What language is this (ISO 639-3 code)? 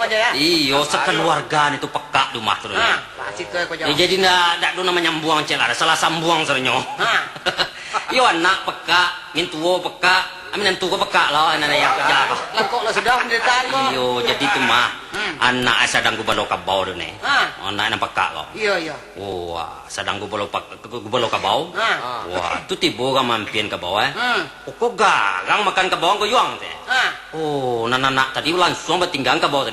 min